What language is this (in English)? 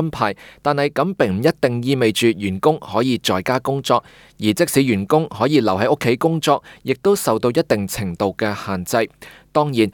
Cantonese